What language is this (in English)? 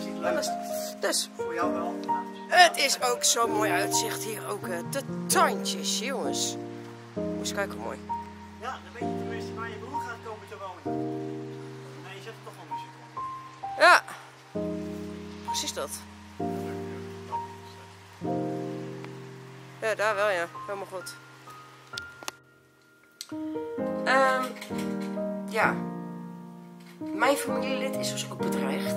Dutch